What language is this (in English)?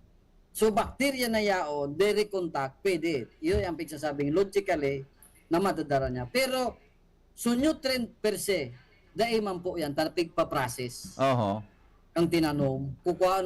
Bikol